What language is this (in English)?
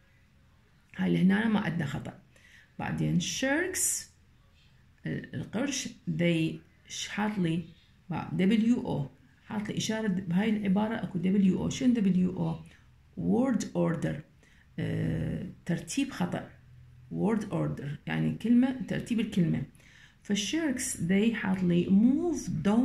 Mesopotamian Arabic